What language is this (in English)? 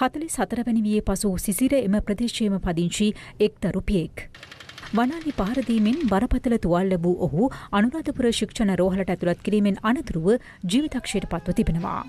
Sinhala